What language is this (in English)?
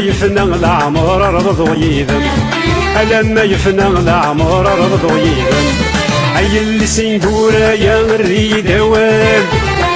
Kabyle